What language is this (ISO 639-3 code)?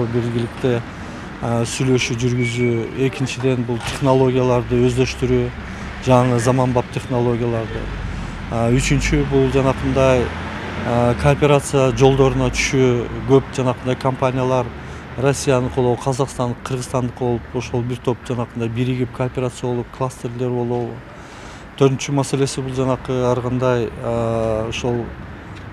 kir